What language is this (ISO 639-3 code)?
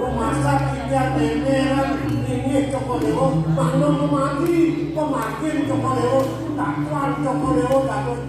ban